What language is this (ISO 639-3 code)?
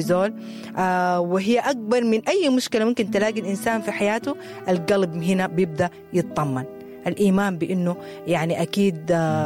apd